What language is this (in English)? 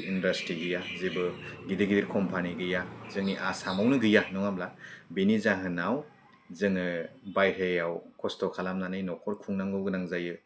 Bodo